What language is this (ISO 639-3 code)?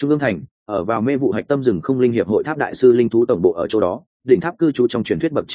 vie